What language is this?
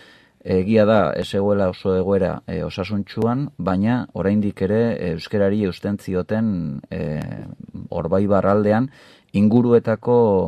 Basque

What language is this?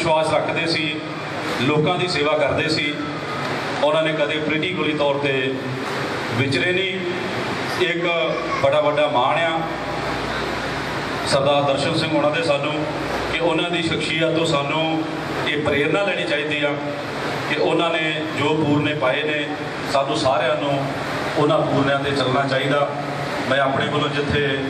Punjabi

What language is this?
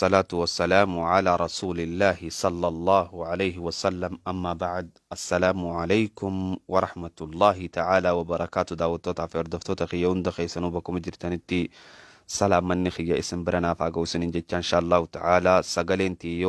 Oromo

